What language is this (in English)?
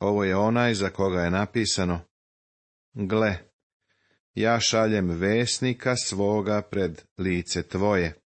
Serbian